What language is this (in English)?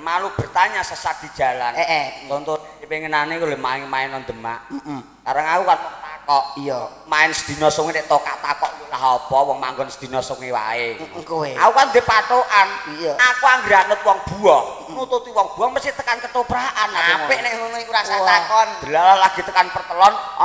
Javanese